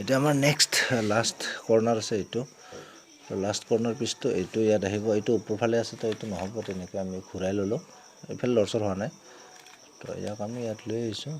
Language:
Assamese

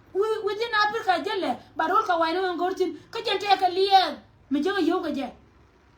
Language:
Nuer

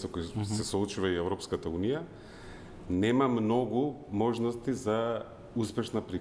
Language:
Macedonian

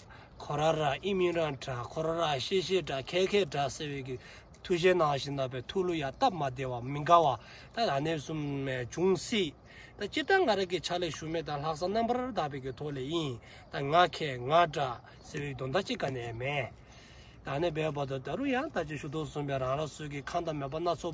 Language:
Dzongkha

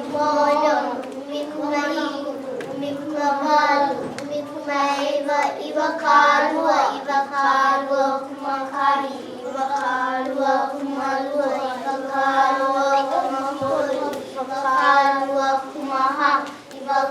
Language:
Hawaiian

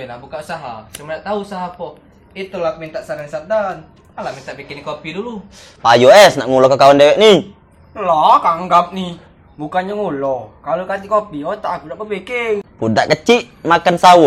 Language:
Musi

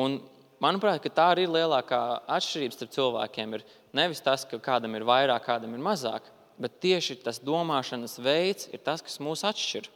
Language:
Latvian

